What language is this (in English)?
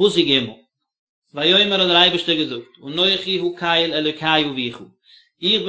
Yiddish